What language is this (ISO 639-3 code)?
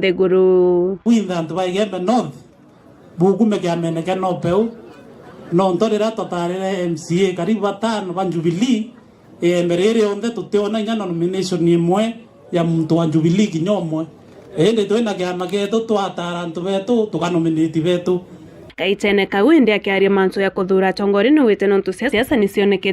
mer